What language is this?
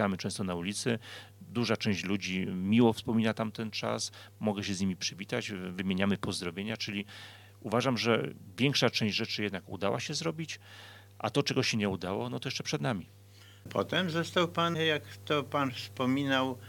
Polish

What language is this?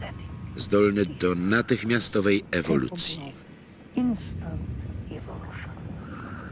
Polish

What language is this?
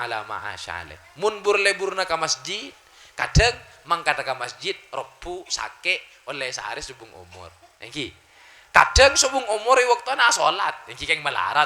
Madurese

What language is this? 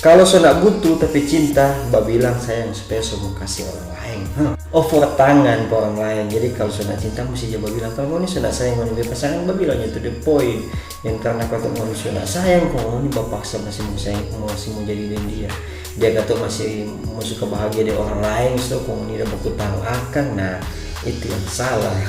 Manado Malay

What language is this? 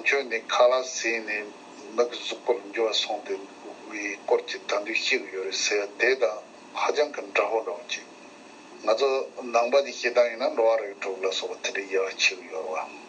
Tibetan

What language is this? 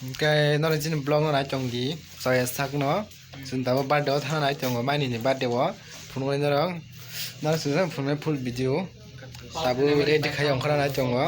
Kok Borok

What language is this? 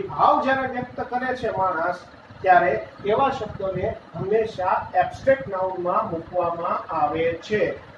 Gujarati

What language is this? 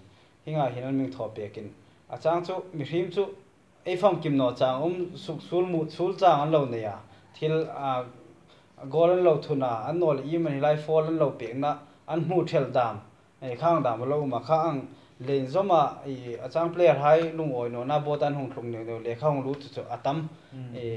Hmar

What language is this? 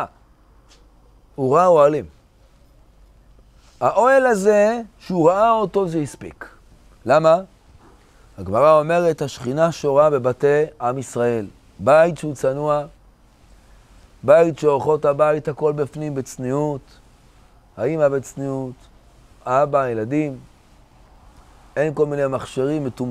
Hebrew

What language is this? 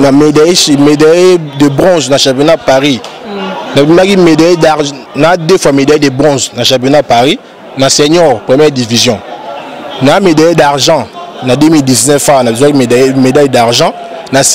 Lingala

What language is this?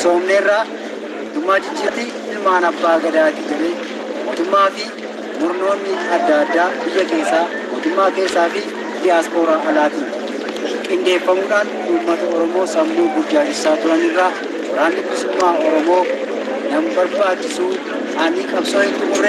Oromo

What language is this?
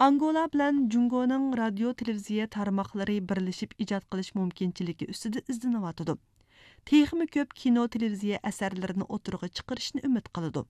Uyghur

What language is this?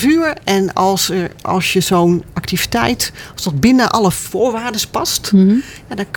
Dutch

